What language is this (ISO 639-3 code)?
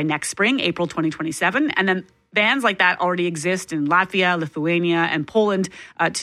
eng